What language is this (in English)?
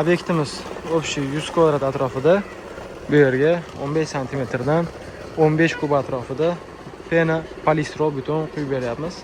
Uzbek